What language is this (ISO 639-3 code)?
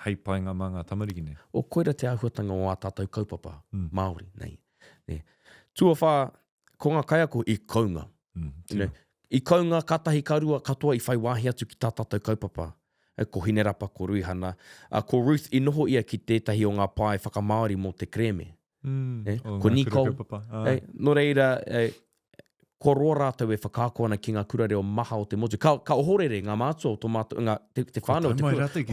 mri